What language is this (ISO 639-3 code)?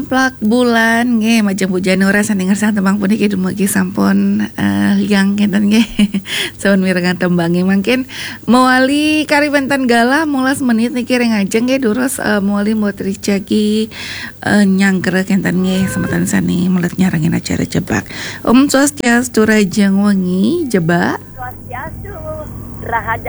ban